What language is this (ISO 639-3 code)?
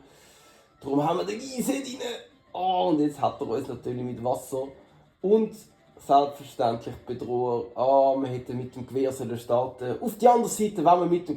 gsw